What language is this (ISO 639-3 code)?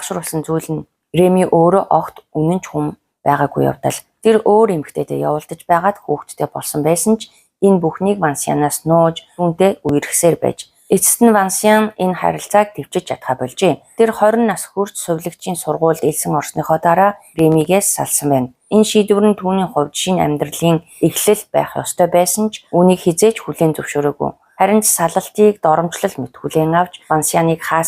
mon